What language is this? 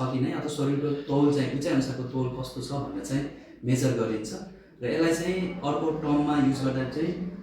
Nepali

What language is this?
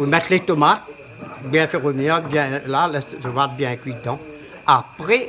Réunion Creole French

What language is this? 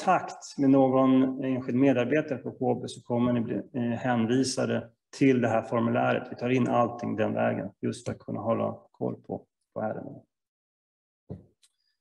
Swedish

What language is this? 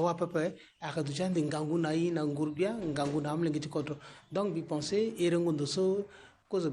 Sango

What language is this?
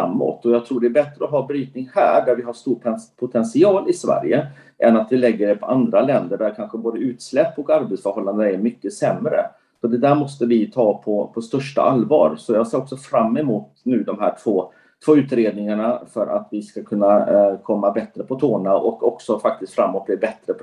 Swedish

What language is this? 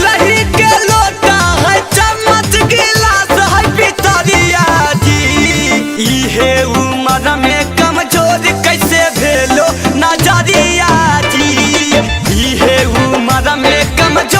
Magahi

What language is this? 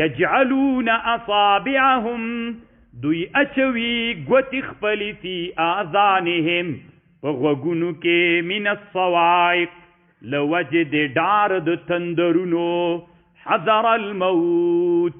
Pashto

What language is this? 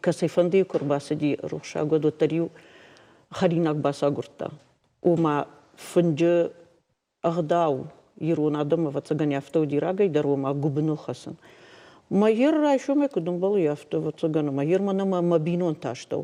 Ossetic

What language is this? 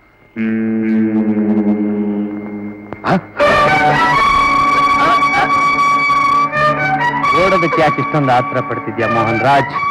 Kannada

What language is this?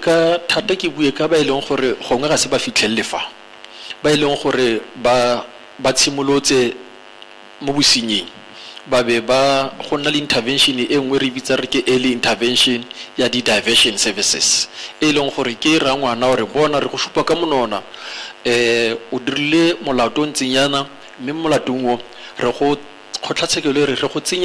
Tswana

